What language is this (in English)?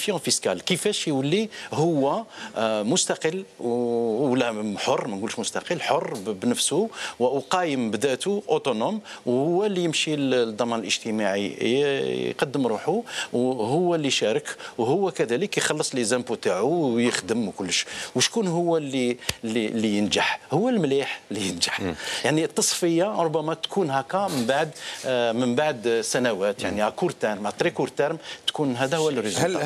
Algerian Arabic